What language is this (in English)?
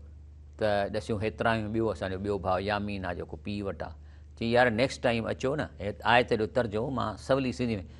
Sindhi